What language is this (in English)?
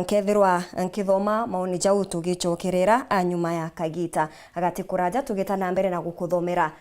Meru